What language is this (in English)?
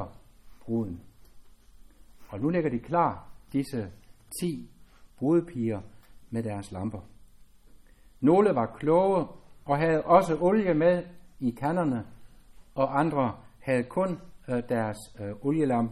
Danish